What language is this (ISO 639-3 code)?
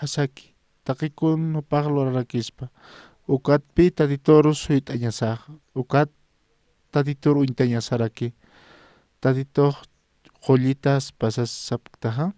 aym